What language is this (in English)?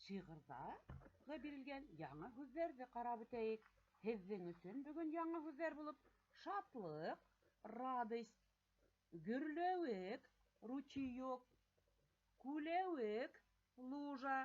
Bashkir